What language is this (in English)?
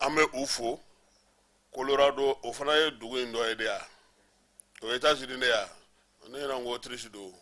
Bambara